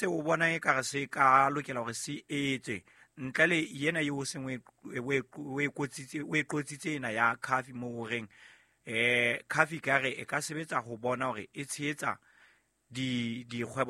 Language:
Southern Sotho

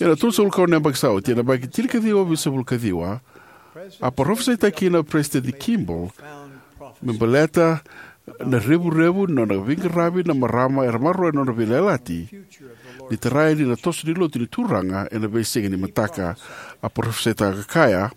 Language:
Fijian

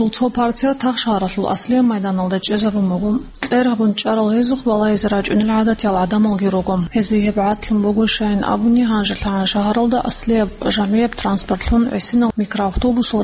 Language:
Avaric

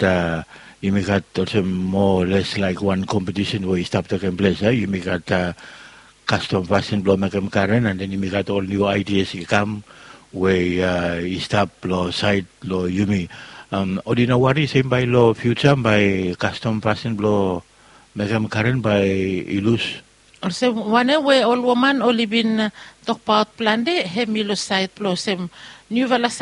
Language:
Bislama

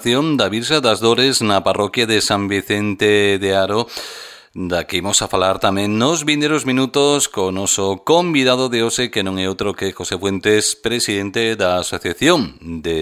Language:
Galician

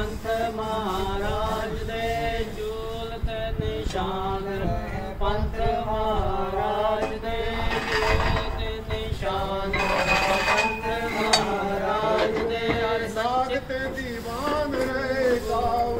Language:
Punjabi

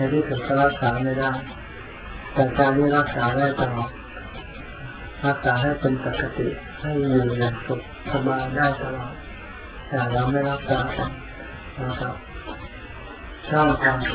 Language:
Thai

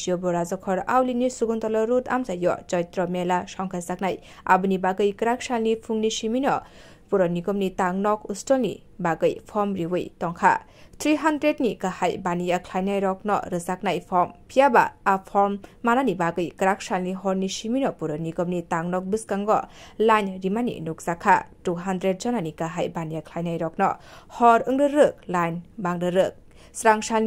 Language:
Kok Borok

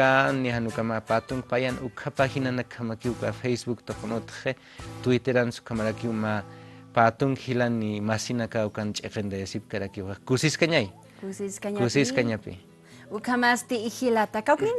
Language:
Aymara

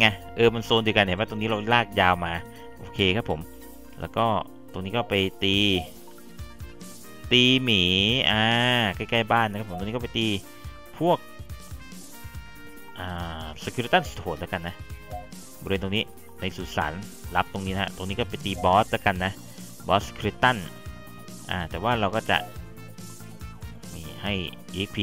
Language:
Thai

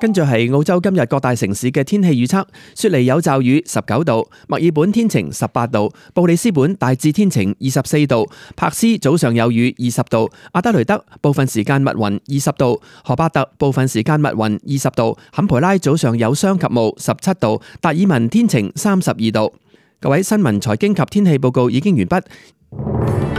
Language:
Cantonese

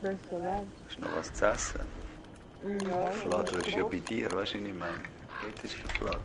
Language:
Swiss German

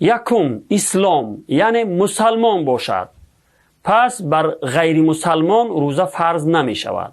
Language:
Tajik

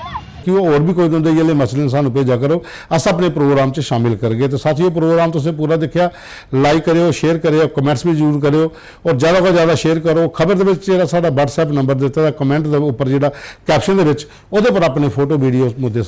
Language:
Dogri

